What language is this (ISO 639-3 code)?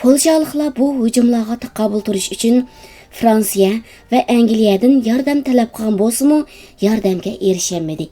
uig